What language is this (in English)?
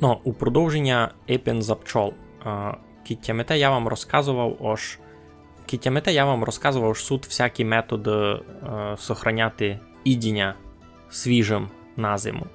Rusyn